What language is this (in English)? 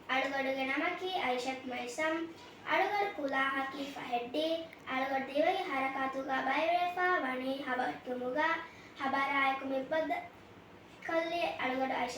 Divehi